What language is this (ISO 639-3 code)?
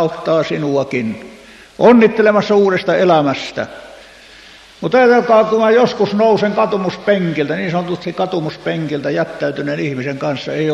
fin